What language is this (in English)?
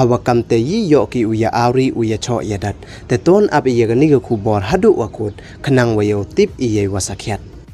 Pnar